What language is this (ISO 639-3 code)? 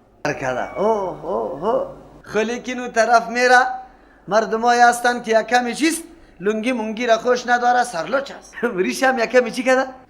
fas